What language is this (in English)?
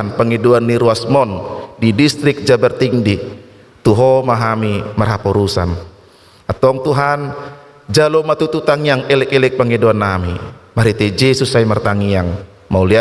Batak Toba